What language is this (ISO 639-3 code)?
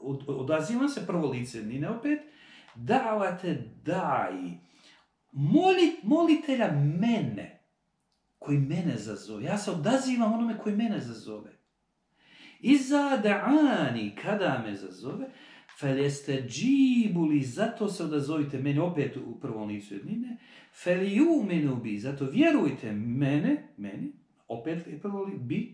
bos